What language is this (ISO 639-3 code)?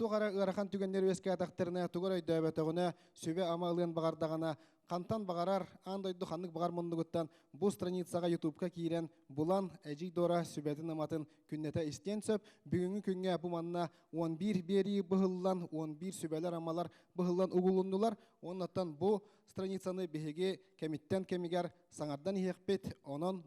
sah